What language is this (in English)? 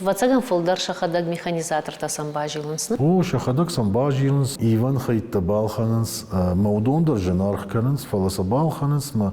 Ossetic